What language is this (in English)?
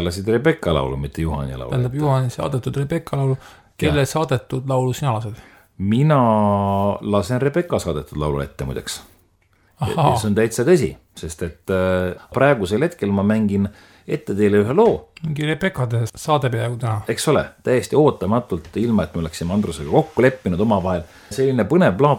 Estonian